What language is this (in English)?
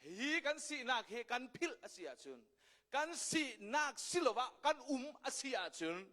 Hakha Chin